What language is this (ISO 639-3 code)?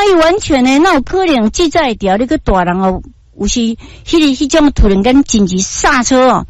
nan